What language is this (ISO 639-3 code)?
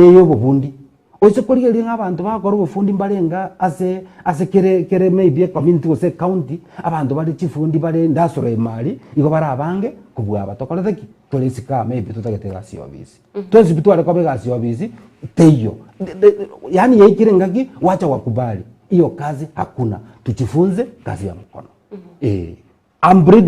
guz